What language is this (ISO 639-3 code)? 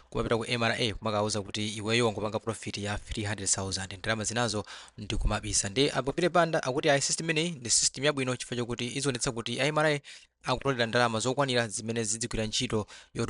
nya